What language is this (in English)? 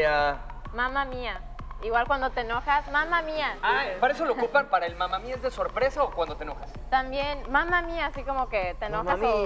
Spanish